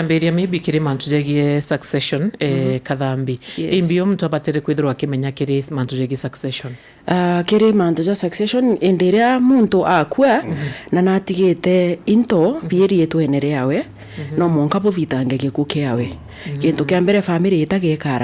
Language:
Meru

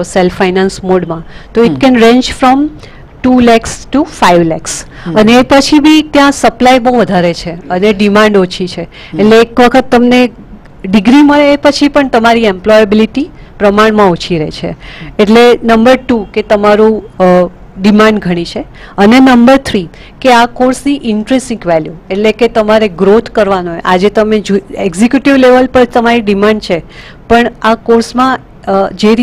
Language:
Gujarati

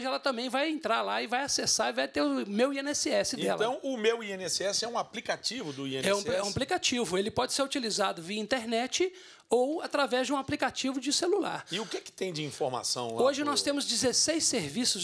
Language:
Portuguese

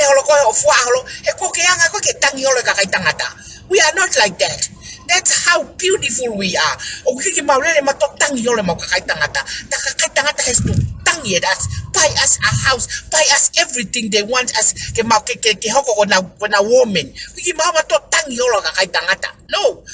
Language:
Tongan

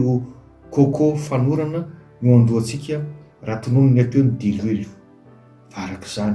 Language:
Malagasy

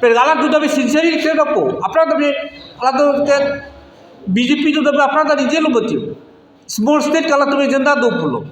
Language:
Karbi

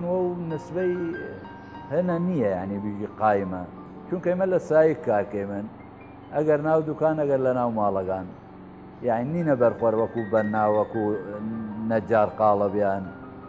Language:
Southern Kurdish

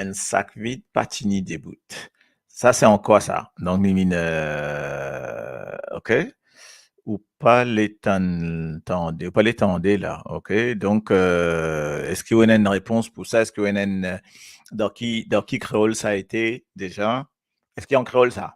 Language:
Morisyen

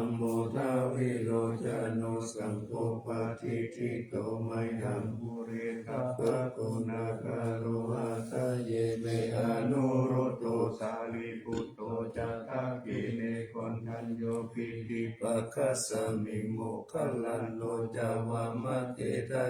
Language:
Pali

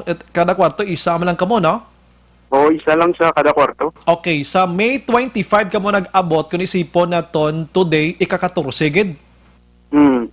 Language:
Hiligaynon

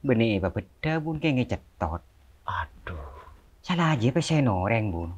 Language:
Madurese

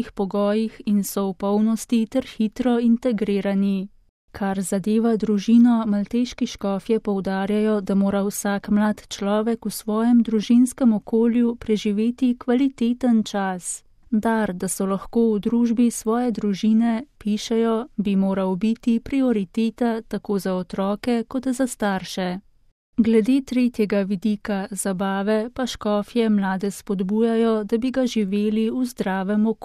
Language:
Slovenian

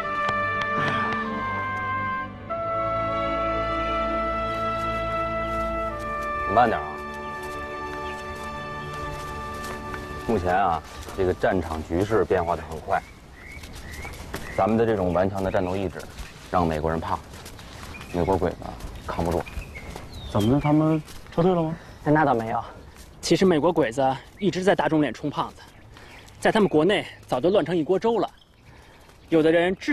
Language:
Chinese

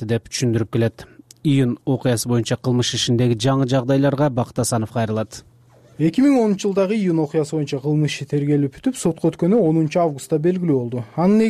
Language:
Kyrgyz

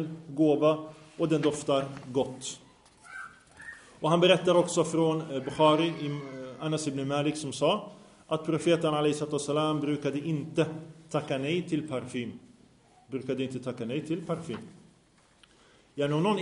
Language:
Swedish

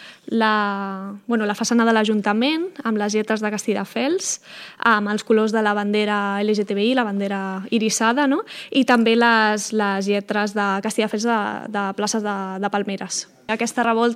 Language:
Catalan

